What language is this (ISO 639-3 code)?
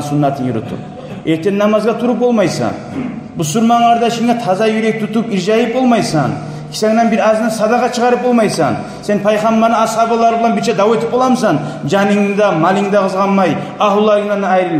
kum